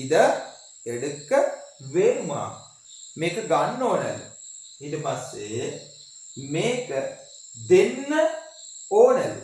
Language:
Sinhala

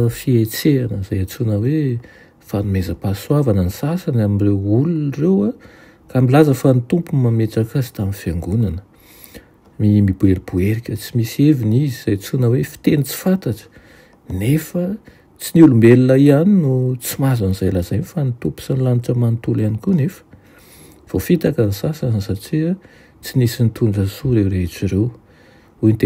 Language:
Malagasy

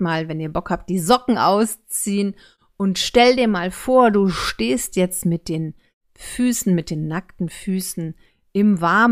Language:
German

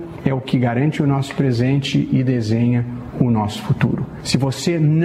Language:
Portuguese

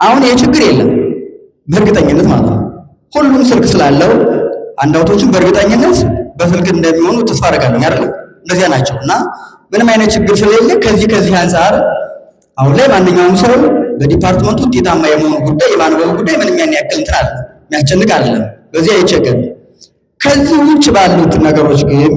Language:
Amharic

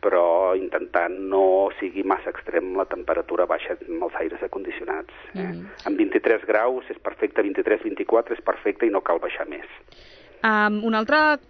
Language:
Catalan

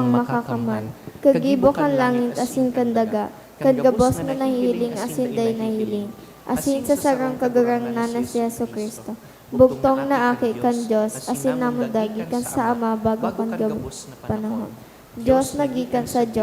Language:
Bikol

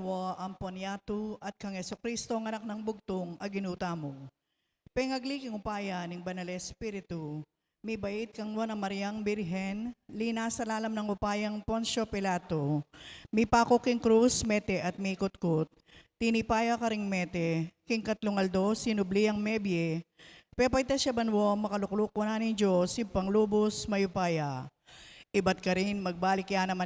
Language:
Pampanga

